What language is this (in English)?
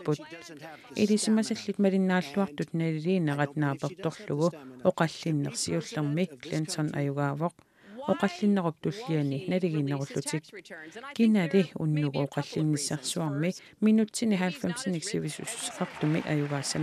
Kalaallisut